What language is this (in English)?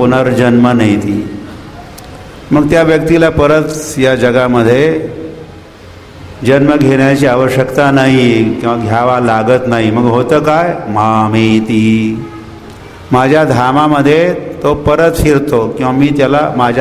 Marathi